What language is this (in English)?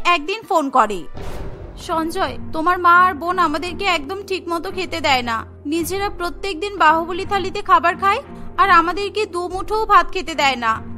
Bangla